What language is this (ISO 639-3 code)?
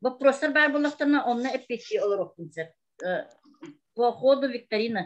sah